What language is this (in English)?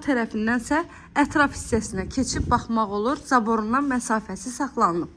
Azerbaijani